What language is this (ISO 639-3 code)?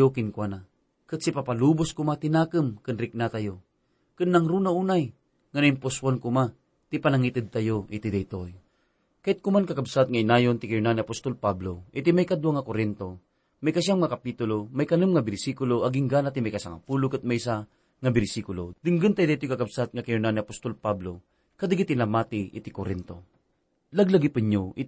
ilo